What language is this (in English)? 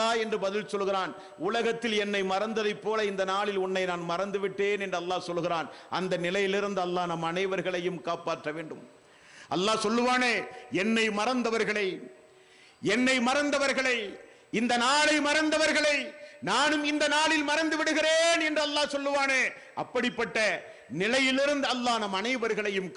Tamil